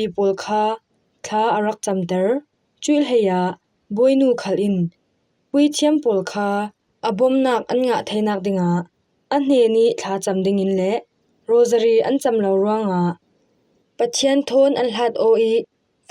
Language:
Falam Chin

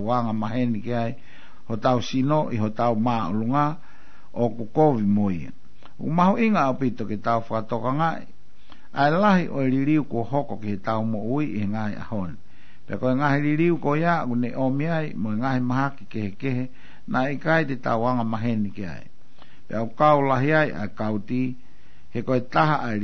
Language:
Tongan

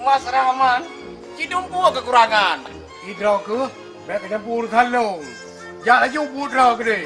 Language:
Achinese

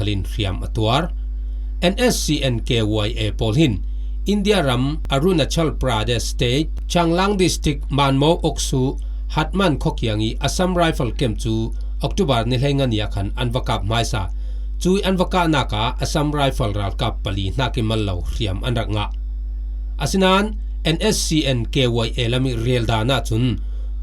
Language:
Falam Chin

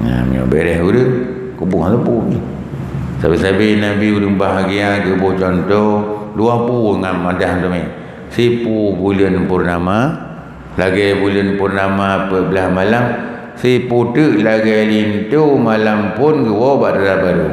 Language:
Achinese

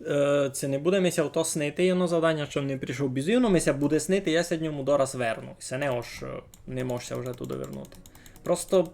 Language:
Rusyn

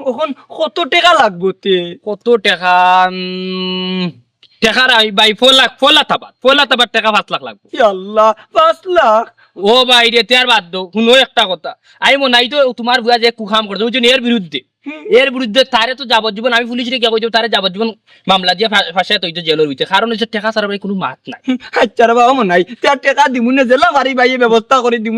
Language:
Sylheti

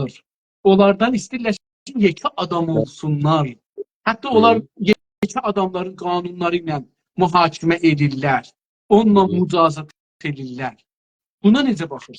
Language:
South Azerbaijani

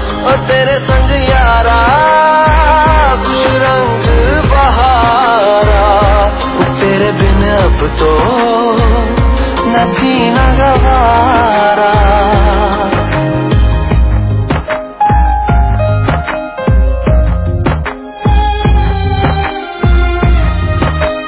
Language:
Urdu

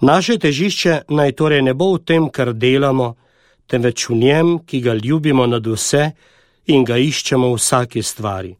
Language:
Slovenian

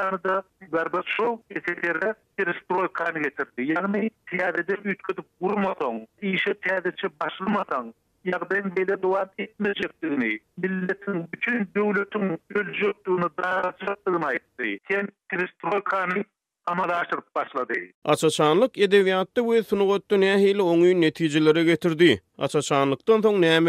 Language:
Turkmen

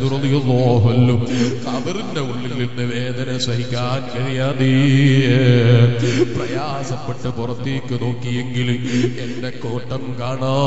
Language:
Malayalam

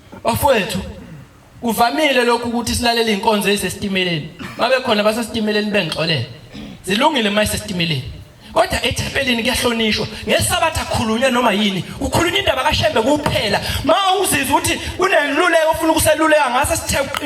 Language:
Zulu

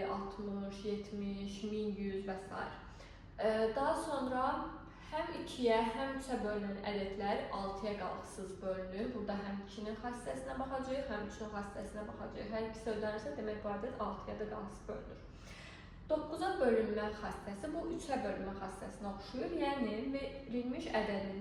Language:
Azerbaijani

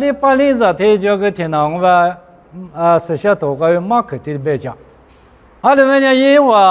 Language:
Lisu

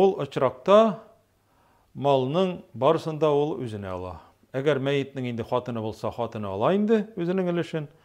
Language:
Tatar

